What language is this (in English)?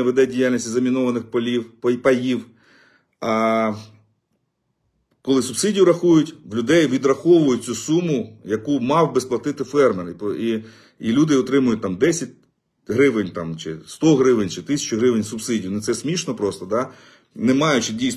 Ukrainian